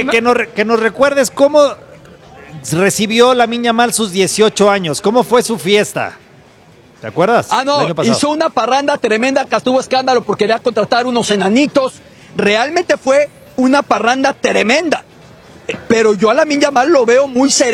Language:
Spanish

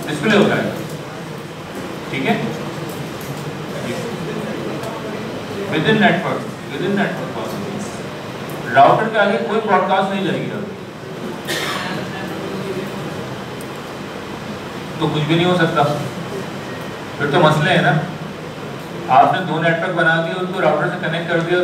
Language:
Hindi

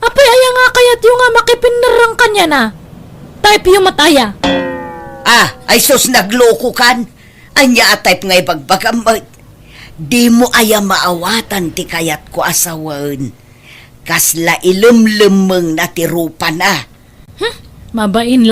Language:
Iloko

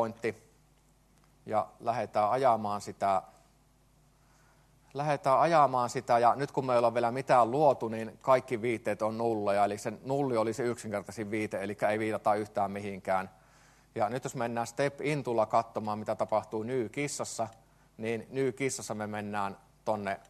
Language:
Finnish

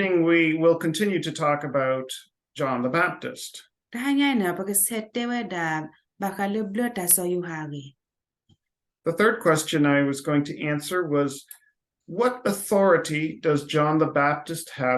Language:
S'gaw Karen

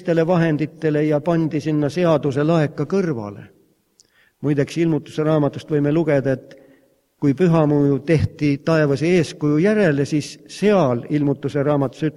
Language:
Estonian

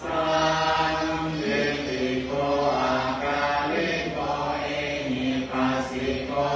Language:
Pali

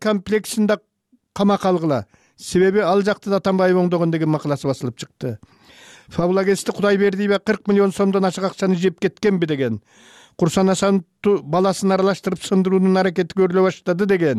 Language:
Kyrgyz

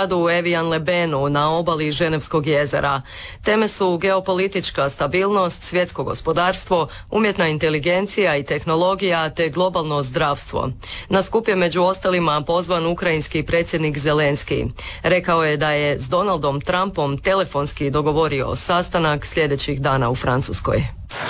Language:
Croatian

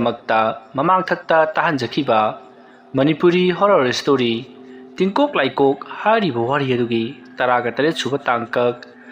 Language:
Manipuri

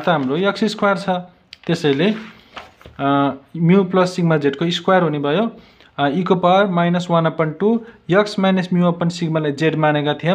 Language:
Nepali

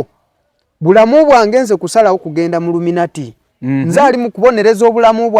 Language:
Ganda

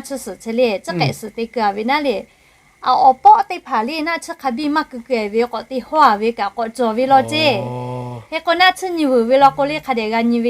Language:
Lahu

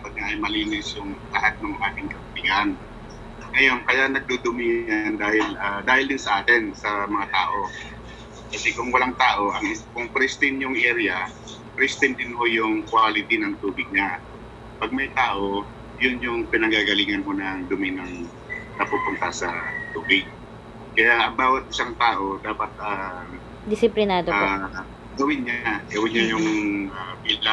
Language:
Filipino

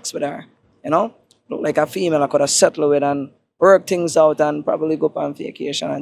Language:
Jamaican Creole English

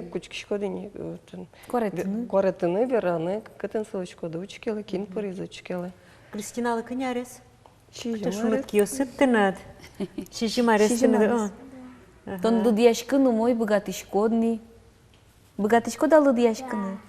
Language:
Udmurt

